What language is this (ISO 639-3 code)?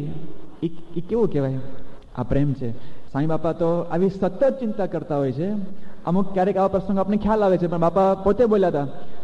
guj